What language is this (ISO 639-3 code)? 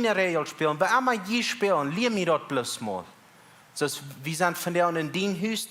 pdt